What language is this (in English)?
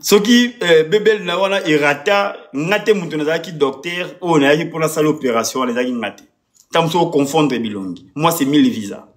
Lingala